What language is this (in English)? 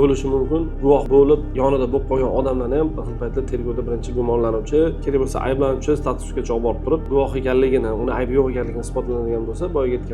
Uzbek